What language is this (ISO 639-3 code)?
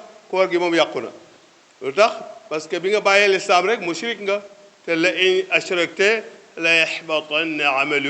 wol